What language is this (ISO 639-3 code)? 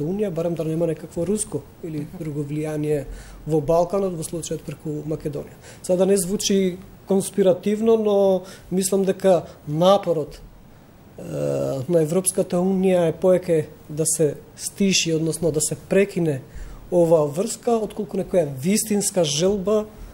mkd